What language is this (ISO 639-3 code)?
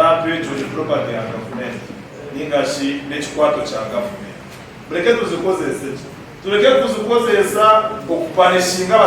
nyn